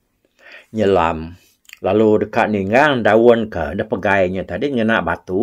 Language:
Iban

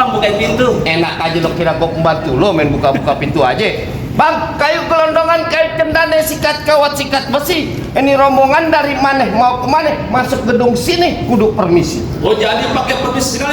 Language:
Betawi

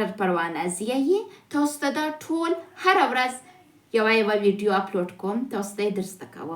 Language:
Pashto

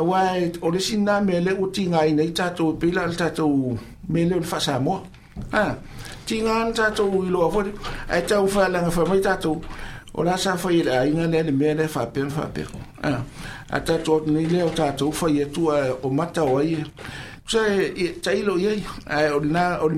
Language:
Samoan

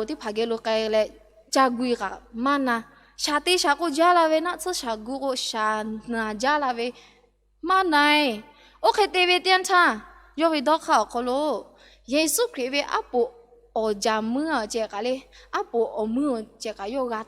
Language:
Lahu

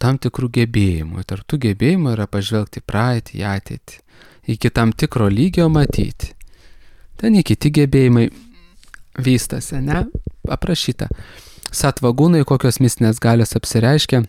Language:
Lithuanian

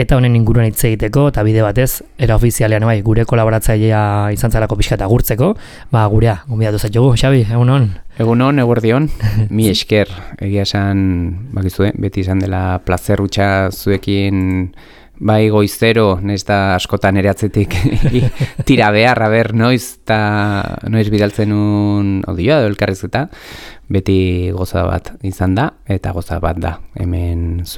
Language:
Basque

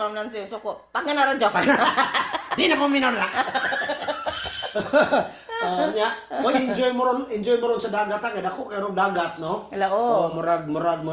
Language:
Cebuano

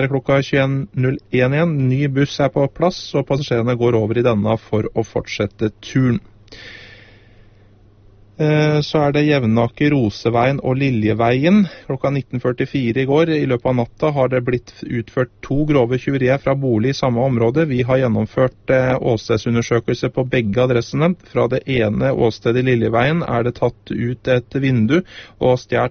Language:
Norwegian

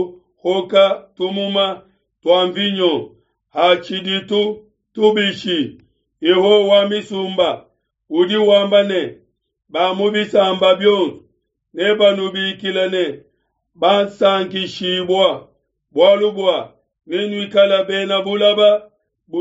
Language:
Luba-Lulua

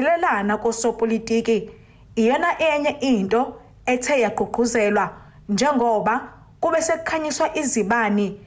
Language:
Zulu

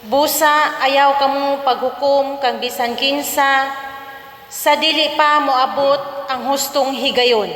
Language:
Cebuano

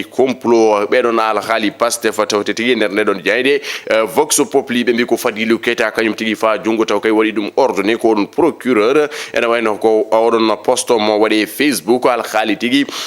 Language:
Fula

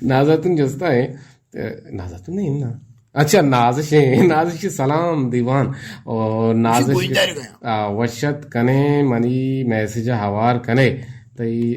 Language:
Eastern Balochi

